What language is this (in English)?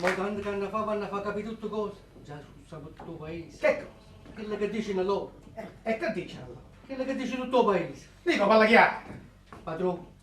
Neapolitan